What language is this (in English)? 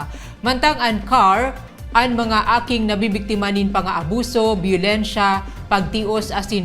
Bikol